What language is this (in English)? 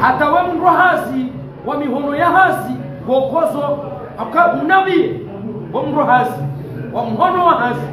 Ngazidja Comorian